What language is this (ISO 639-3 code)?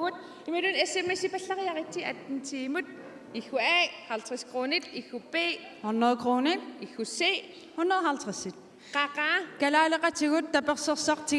kal